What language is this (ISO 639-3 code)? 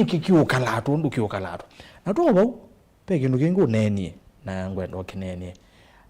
kam